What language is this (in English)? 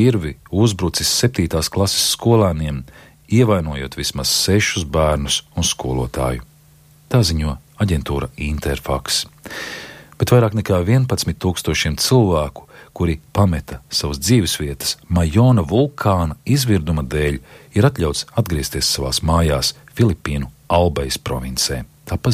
Latvian